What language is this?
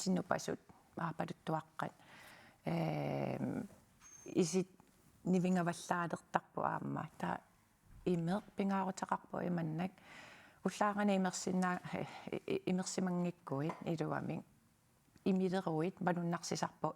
Kalaallisut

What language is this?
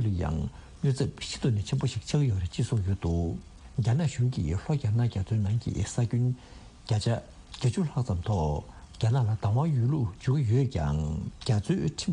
Tibetan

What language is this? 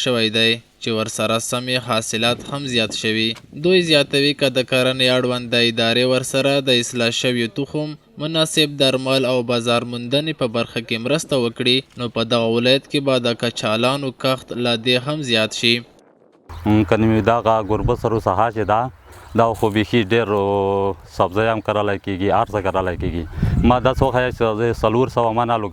Pashto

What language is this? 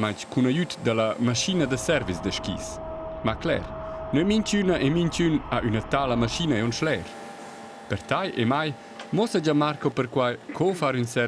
Romansh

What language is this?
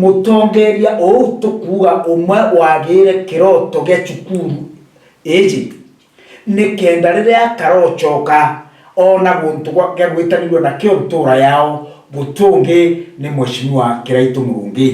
Meru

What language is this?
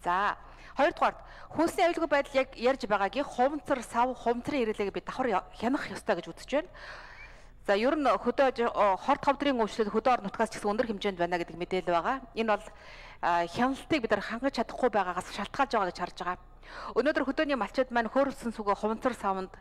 Mongolian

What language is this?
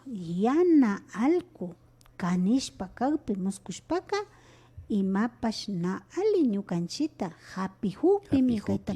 Imbabura Highland Quichua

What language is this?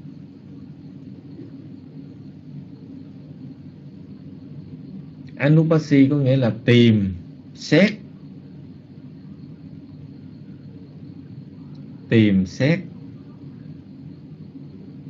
Vietnamese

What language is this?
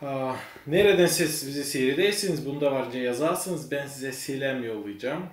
Gagauz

